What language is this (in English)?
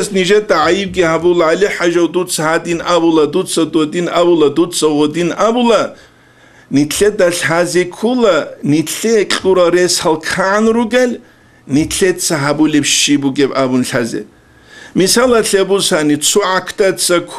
Avaric